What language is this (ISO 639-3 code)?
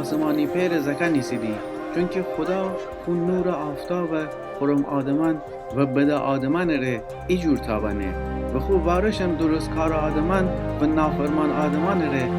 glk